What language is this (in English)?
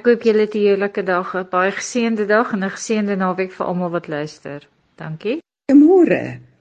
Afrikaans